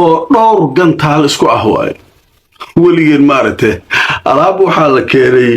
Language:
Somali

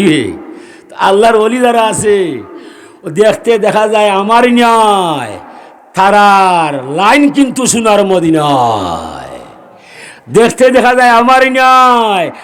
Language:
Sylheti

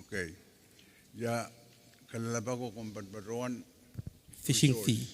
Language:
Pohnpeian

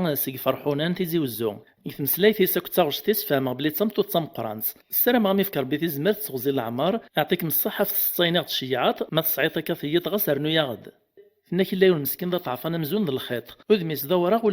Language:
Kabyle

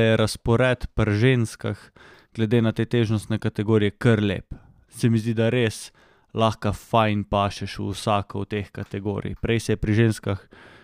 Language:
Slovenian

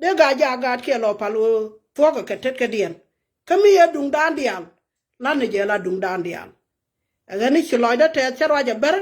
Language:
Nuer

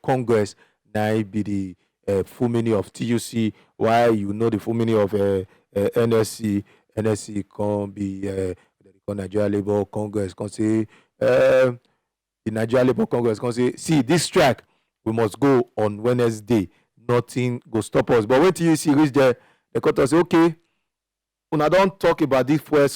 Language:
Nigerian Pidgin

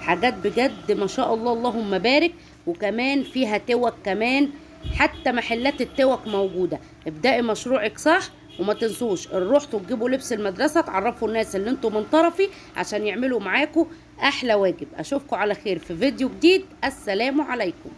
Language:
Egyptian Arabic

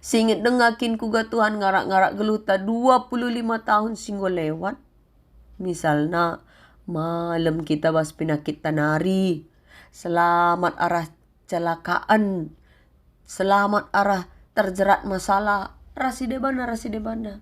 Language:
Batak Karo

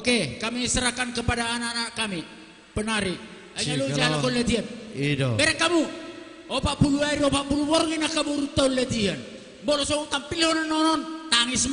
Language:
Batak Toba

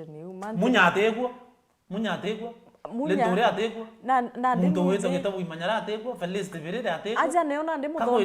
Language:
Meru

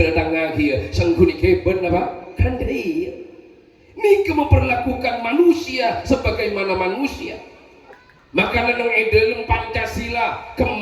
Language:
Madurese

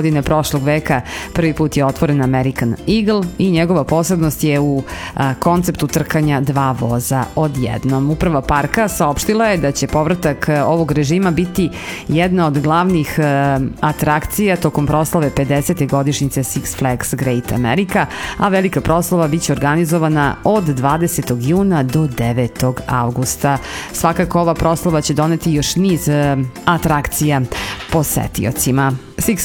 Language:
Serbian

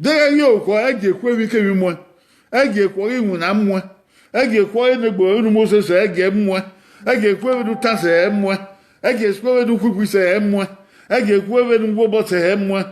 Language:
Bini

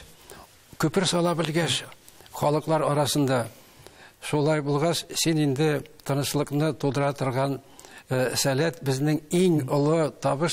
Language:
Tatar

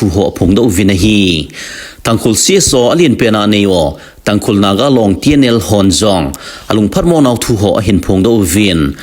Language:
Thado Chin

